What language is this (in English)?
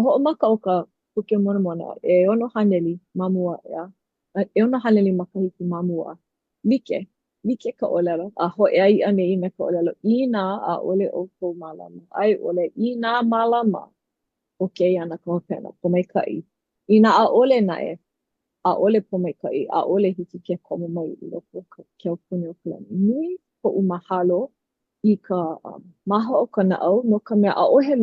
Hawaiian